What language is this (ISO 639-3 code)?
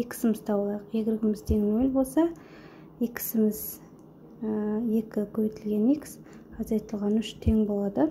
kaz